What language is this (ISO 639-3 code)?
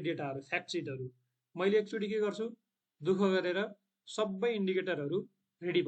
nep